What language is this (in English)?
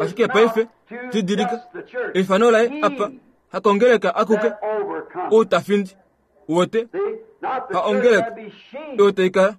Kuanyama